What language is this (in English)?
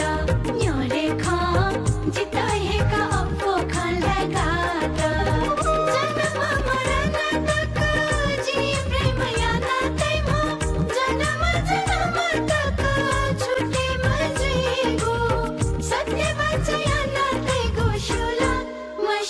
Newari